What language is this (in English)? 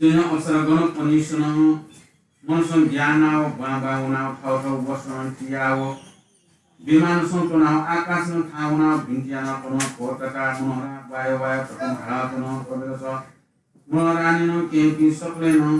Newari